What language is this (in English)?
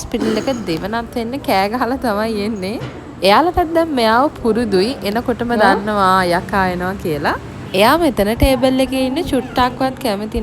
Sinhala